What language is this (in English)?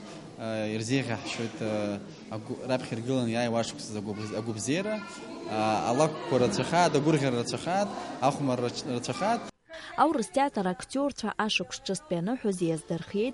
Abkhazian